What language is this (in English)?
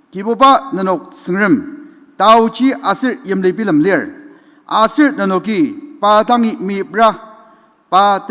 Ao Naga